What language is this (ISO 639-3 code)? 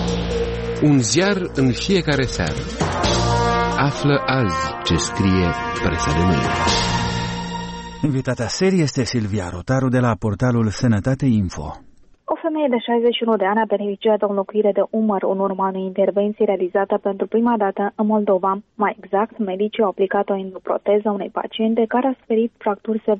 ron